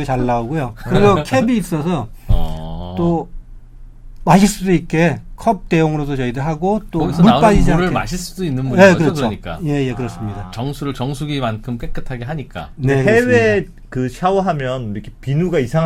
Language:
Korean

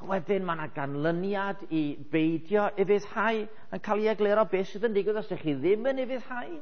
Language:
Welsh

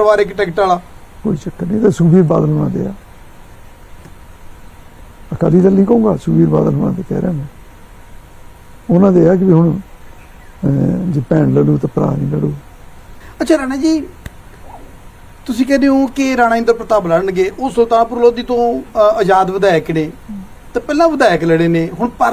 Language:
Punjabi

